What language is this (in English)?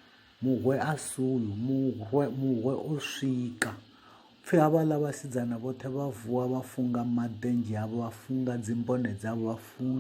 Venda